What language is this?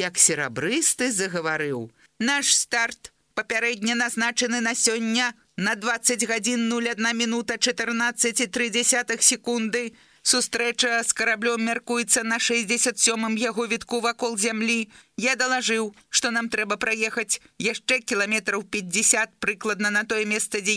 Belarusian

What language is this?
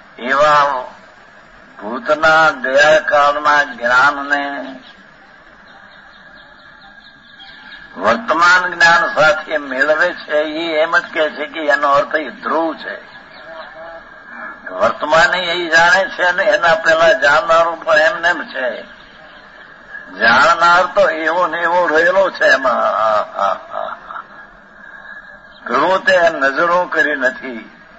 Gujarati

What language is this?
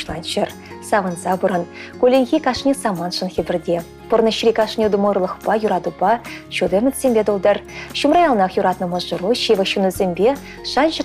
Chuvash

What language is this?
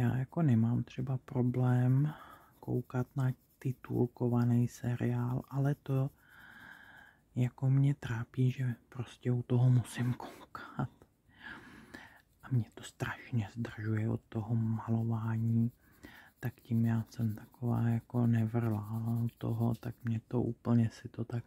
Czech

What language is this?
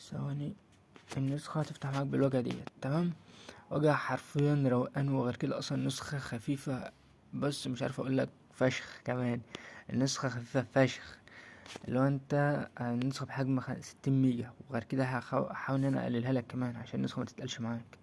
Egyptian Arabic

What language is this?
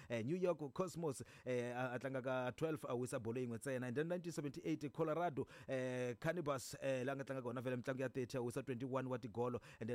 Tsonga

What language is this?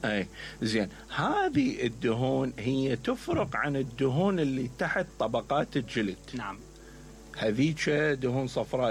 Mesopotamian Arabic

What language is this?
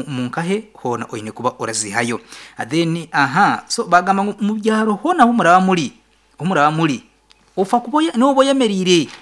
Nyankole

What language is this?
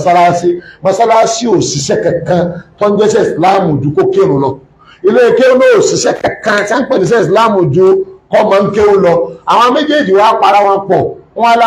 Yoruba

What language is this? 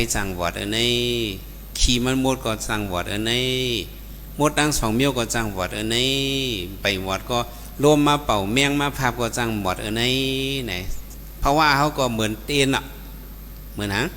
Shan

